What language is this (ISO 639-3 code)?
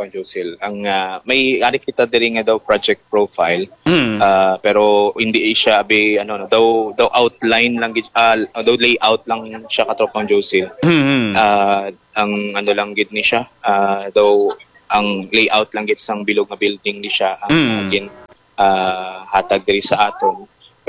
hil